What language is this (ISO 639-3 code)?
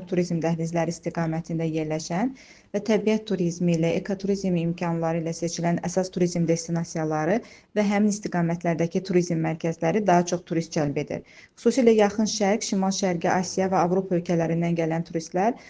aze